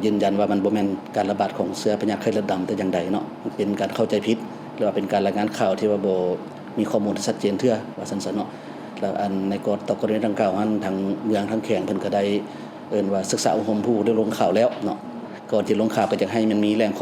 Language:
Lao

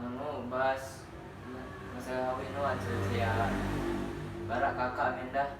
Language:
Sasak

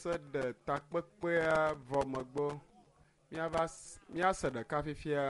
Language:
Ewe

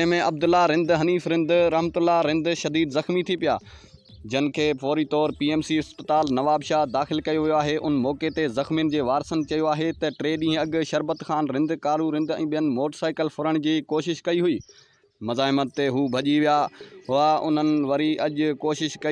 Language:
Sindhi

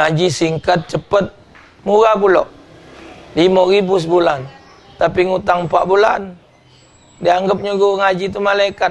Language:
Musi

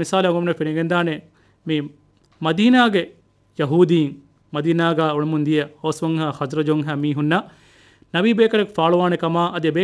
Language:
Divehi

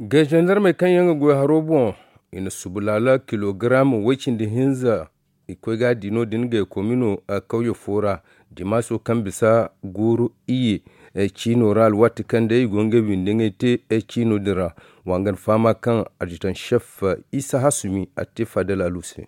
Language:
Zarma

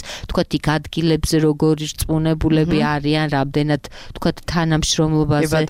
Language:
Georgian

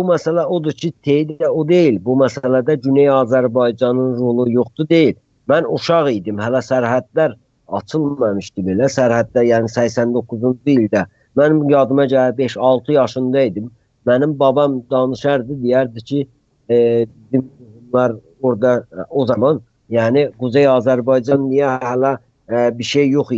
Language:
South Azerbaijani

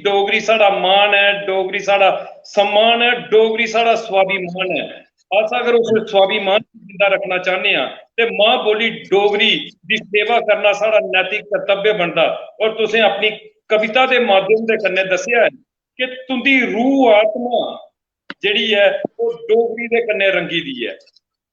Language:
Dogri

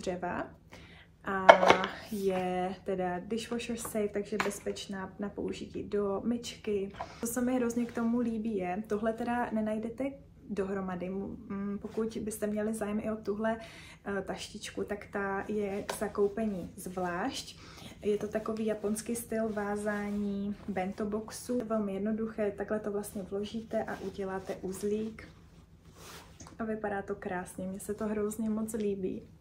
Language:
Czech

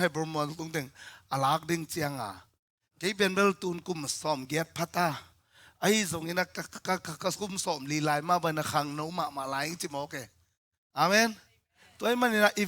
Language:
Tedim Chin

